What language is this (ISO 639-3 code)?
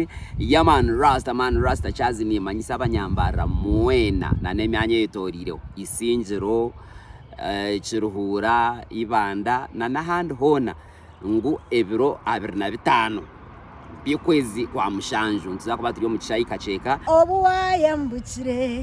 nyn